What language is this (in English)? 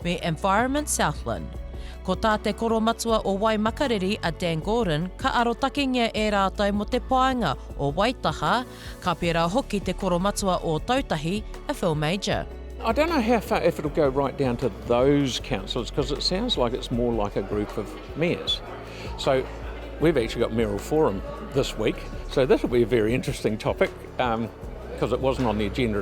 Māori